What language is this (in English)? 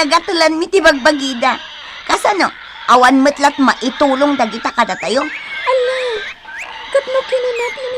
Iloko